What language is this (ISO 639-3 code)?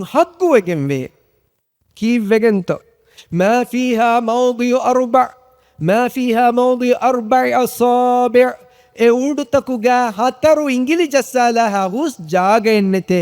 div